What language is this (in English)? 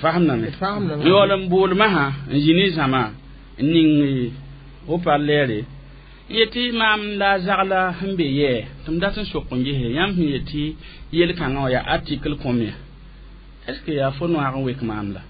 Mossi